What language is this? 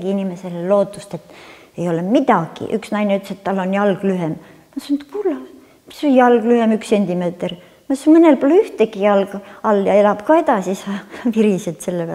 Estonian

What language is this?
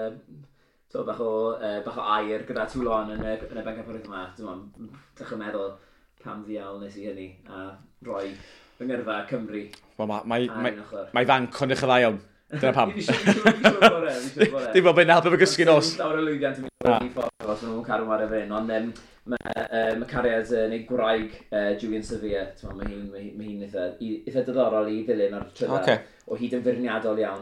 Welsh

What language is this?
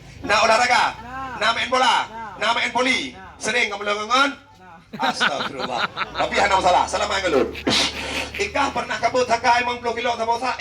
Achinese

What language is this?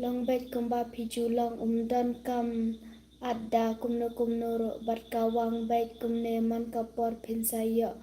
Khasi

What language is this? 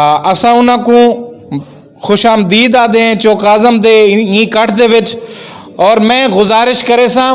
Saraiki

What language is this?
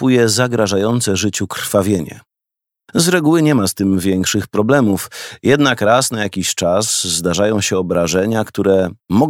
Polish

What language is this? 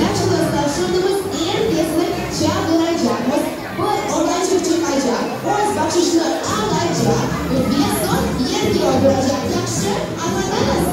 Crimean Tatar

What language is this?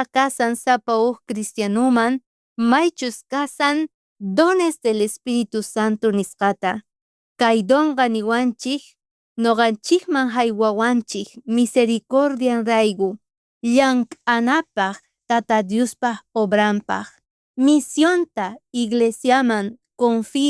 South Bolivian Quechua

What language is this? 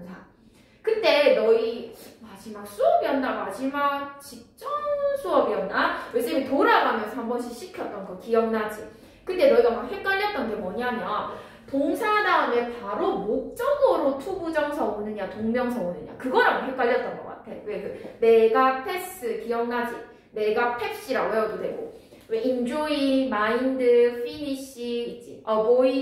Korean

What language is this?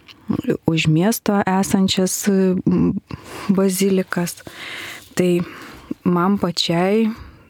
Lithuanian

